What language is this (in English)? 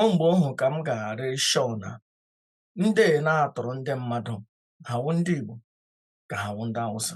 Igbo